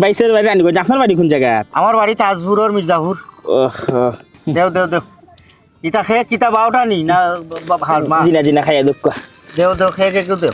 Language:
Sylheti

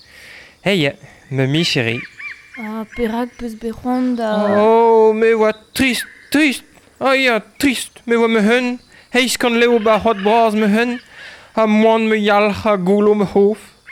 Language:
Breton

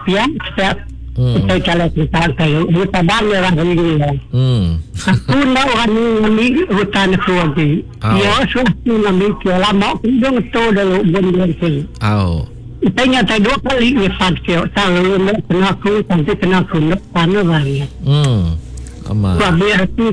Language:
Iban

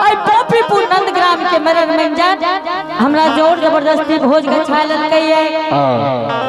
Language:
Angika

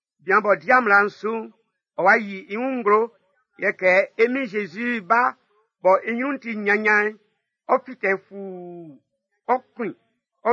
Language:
Baoulé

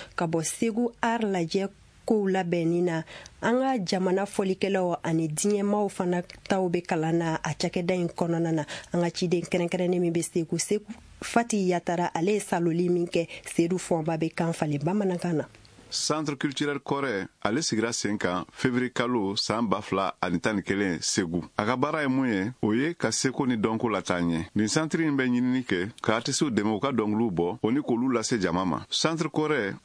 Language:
Bambara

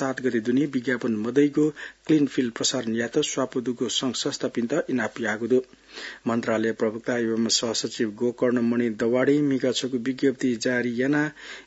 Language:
Newari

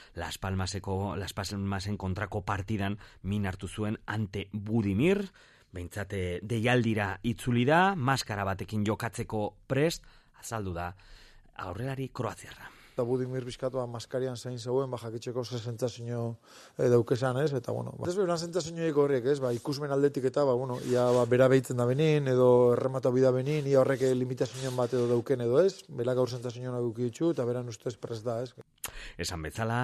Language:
Basque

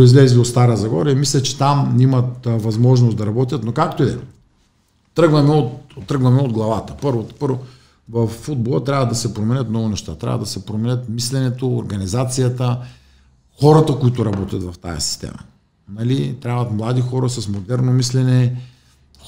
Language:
Bulgarian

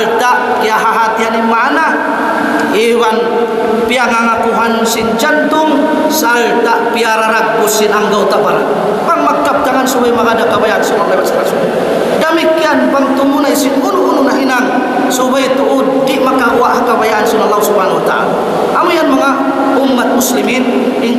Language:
Tausug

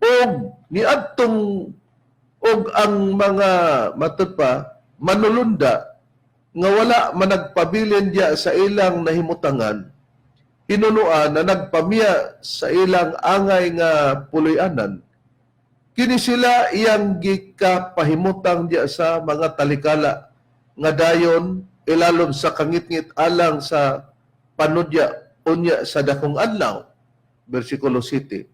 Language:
Cebuano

